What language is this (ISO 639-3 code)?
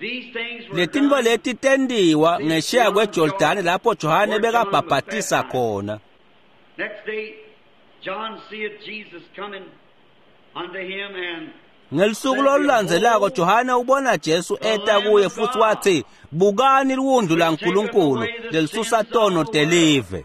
ssw